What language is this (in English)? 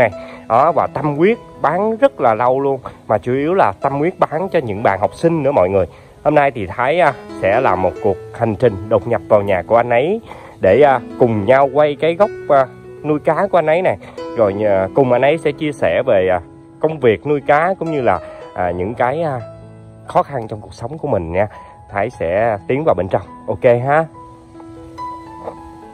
Vietnamese